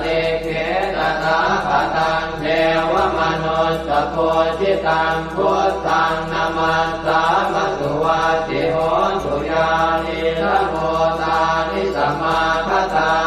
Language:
Pali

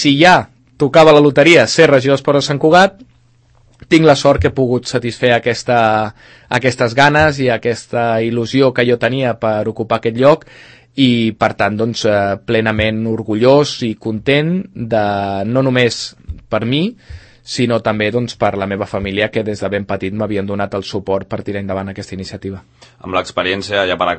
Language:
Catalan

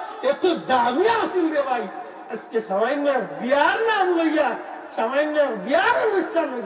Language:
Sylheti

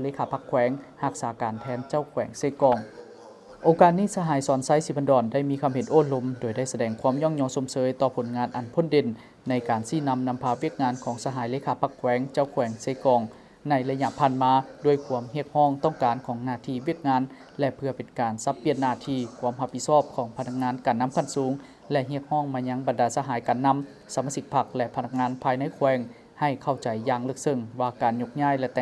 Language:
Lao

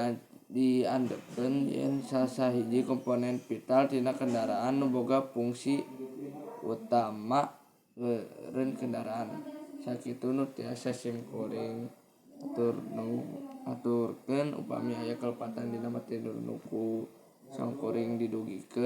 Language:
Sundanese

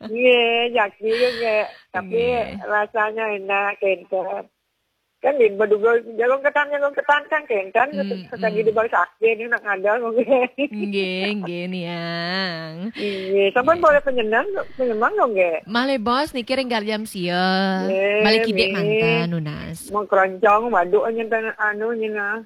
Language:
Balinese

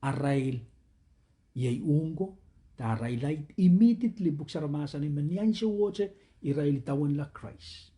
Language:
Pohnpeian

